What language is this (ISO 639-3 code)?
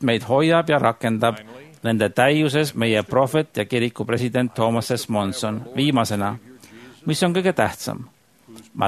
est